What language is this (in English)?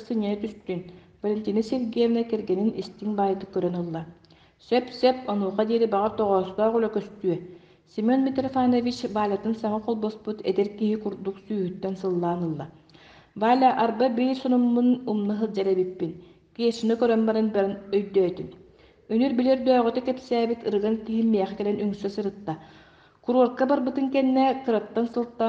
Yakut